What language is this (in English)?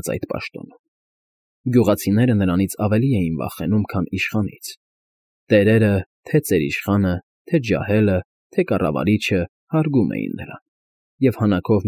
Armenian